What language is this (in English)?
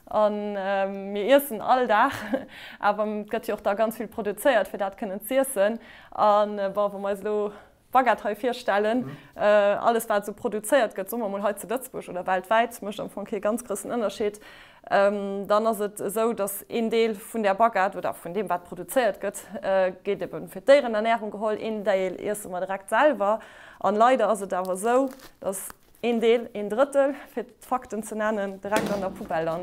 Luxembourgish